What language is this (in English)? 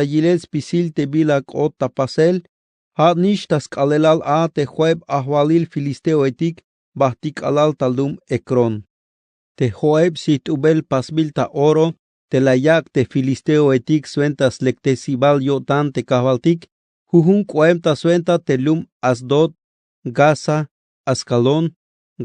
Tzeltal